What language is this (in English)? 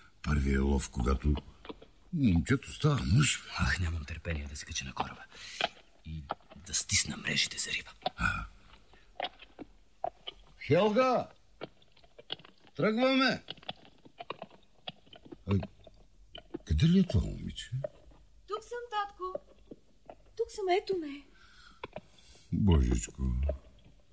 Bulgarian